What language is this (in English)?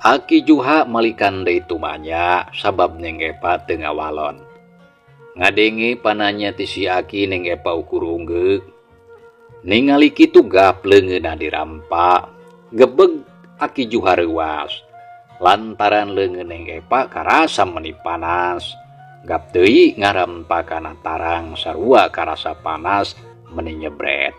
Sundanese